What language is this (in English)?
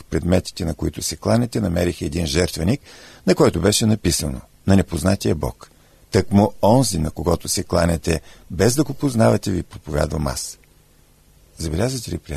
Bulgarian